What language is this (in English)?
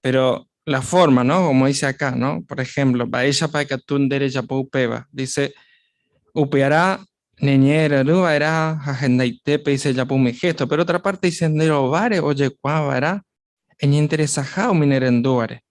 Guarani